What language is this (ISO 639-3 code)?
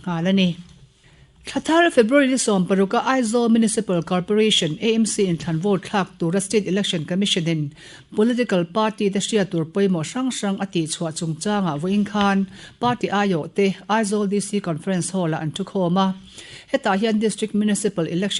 lus